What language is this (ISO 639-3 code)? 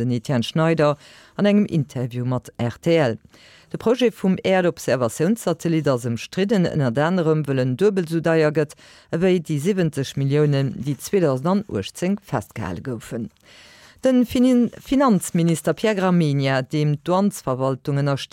ltz